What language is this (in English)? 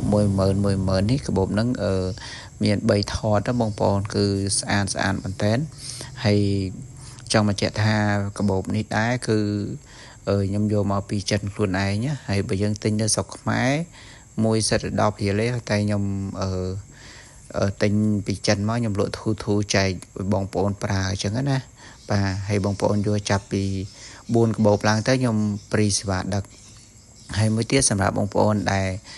Khmer